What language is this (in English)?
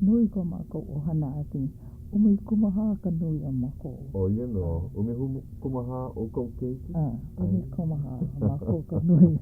Hawaiian